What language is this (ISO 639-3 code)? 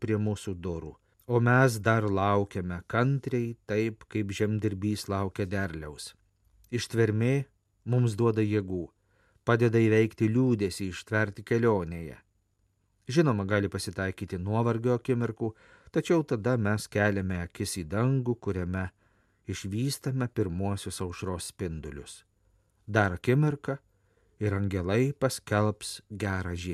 lit